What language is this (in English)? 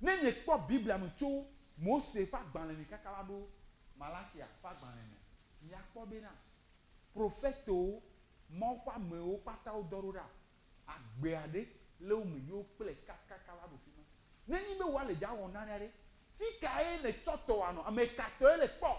Ewe